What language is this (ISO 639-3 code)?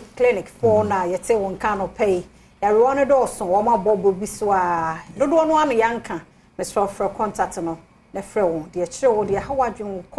aka